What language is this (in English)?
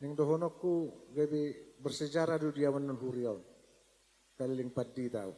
Batak Toba